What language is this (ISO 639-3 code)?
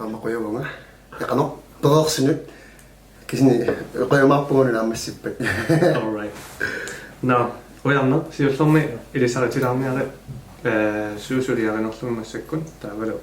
kal